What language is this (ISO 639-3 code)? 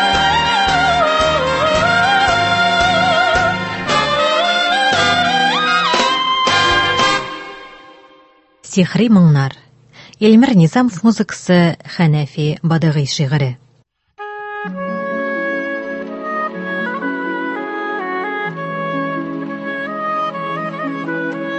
tat